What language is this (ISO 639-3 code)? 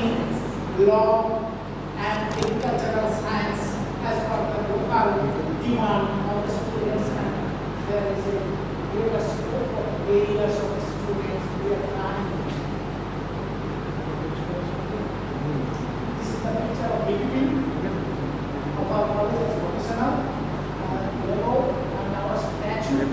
eng